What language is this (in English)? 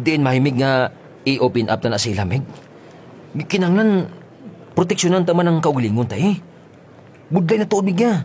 Kinaray-a